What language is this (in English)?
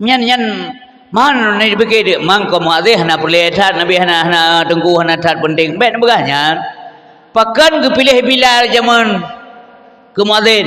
Achinese